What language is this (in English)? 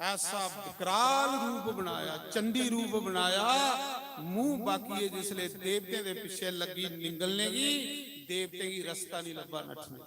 Dogri